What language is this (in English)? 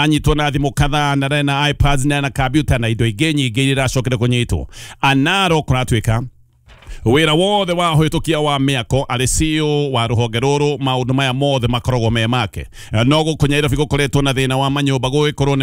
Kikuyu